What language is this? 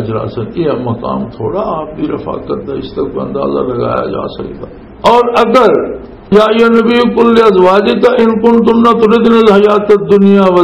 Western Panjabi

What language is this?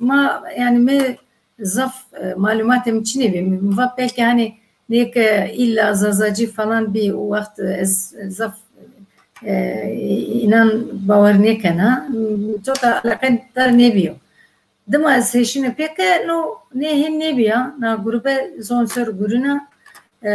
Zaza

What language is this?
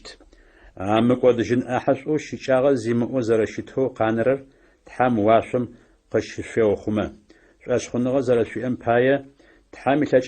Adyghe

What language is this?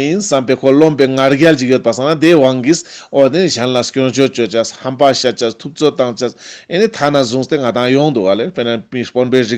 Ladakhi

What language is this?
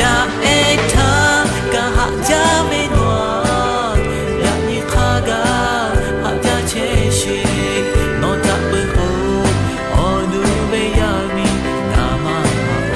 Lahu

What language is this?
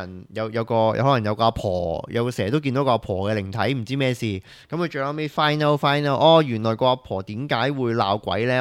Cantonese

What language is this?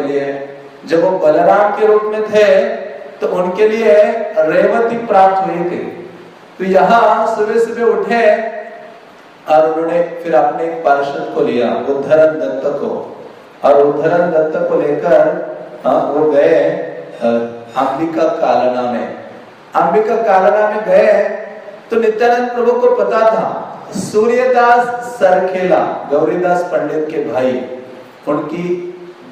Hindi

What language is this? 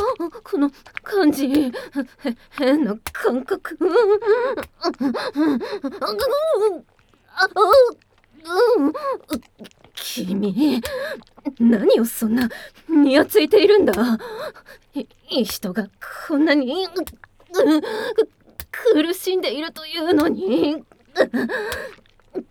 Japanese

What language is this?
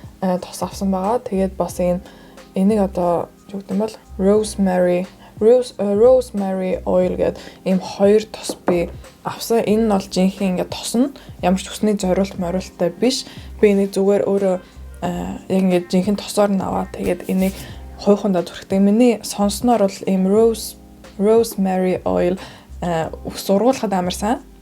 Mongolian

